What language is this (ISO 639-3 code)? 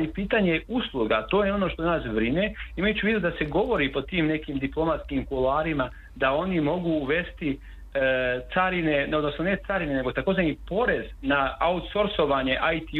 srp